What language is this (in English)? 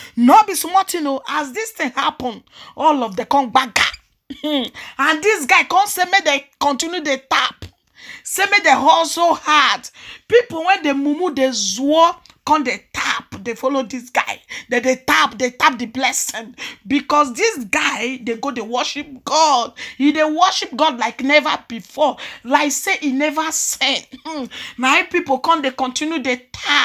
Nigerian Pidgin